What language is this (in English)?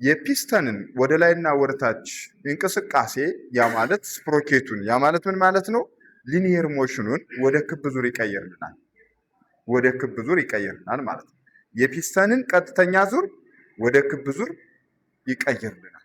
Amharic